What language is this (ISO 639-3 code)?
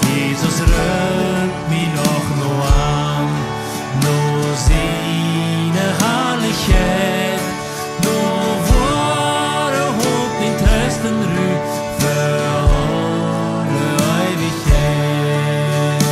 pdt